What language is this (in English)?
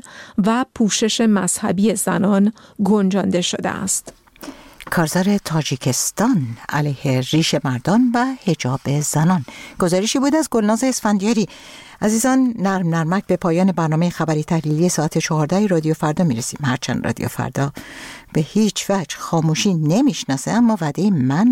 Persian